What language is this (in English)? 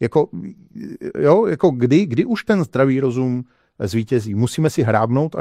Czech